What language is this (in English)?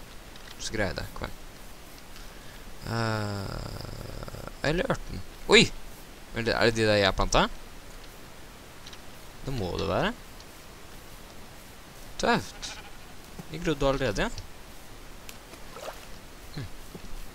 Norwegian